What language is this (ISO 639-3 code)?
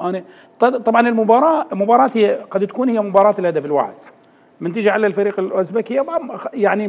acm